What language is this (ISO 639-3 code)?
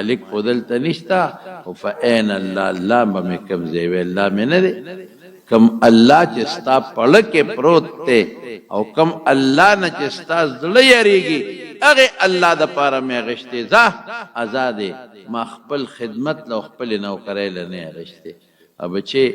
pus